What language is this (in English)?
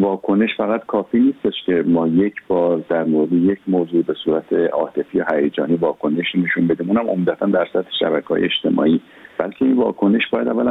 Persian